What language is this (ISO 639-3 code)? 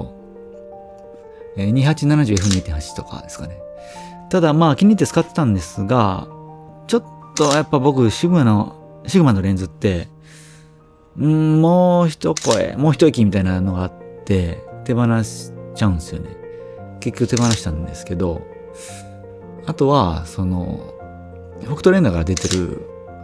jpn